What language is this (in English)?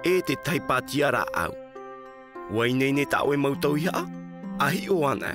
Tahitian